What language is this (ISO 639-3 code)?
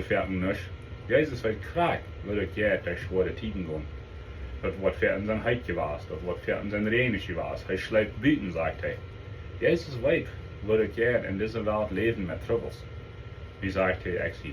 pdt